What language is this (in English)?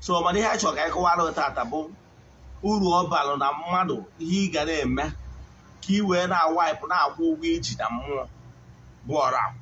Igbo